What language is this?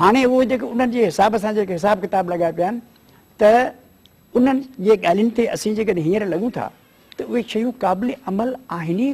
Sindhi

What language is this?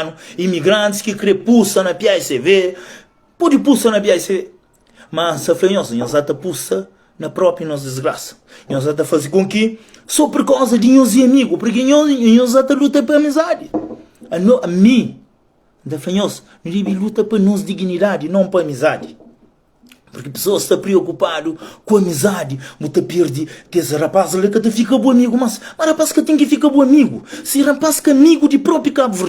Kabuverdianu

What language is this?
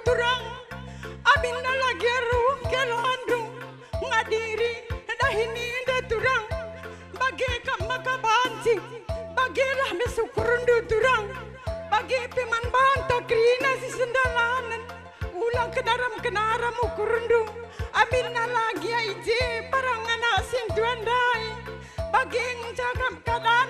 Batak Karo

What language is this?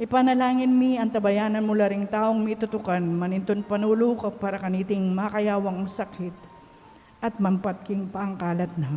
Pampanga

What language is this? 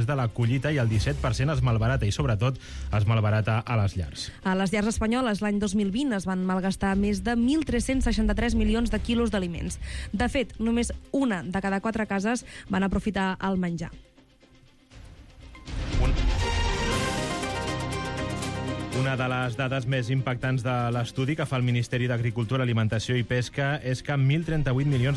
Catalan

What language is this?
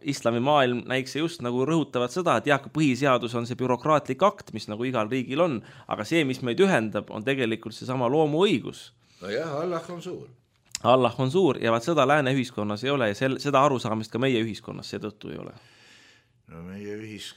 Estonian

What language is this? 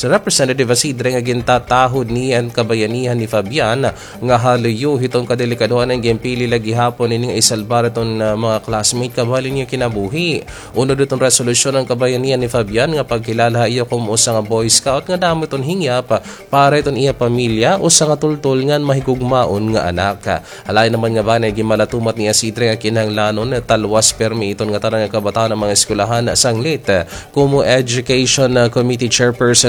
Waray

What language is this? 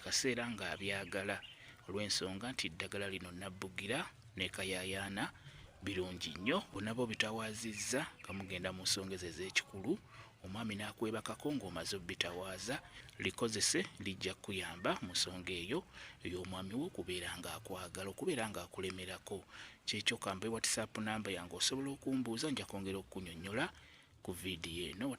Ganda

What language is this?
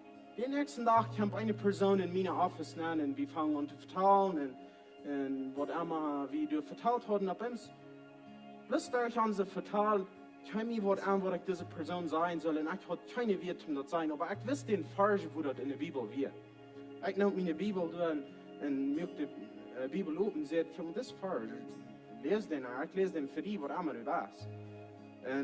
Plautdietsch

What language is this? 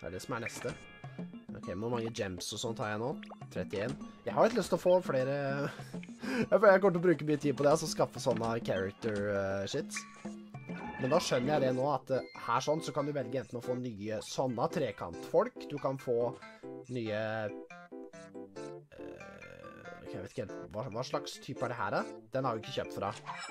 Norwegian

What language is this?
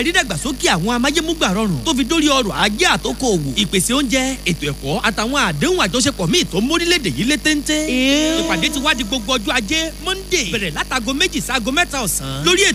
Yoruba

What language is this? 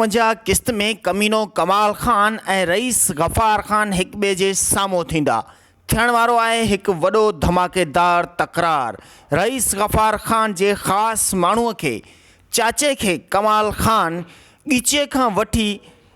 Sindhi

